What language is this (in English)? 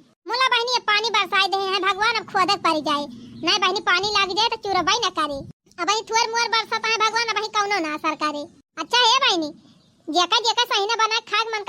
Awadhi